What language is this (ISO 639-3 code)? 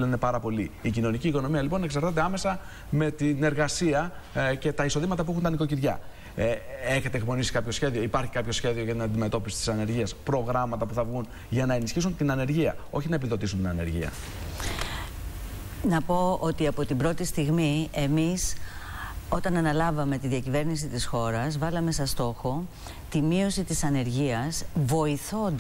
ell